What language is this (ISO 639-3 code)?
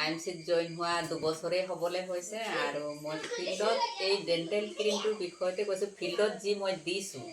asm